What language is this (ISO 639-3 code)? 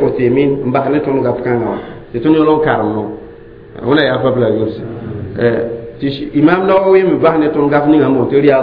mos